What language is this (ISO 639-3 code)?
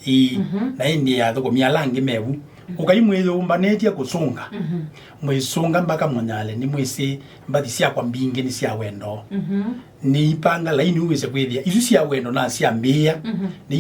kam